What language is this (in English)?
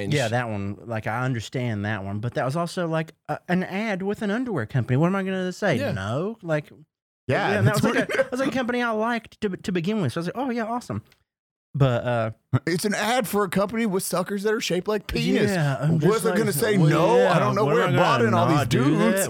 English